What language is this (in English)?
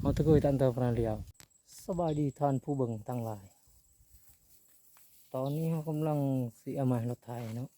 Lao